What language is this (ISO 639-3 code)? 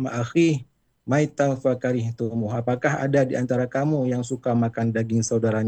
ind